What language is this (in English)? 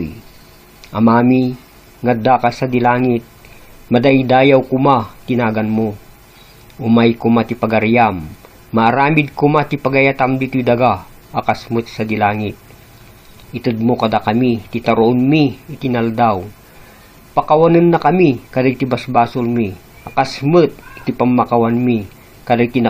Iloko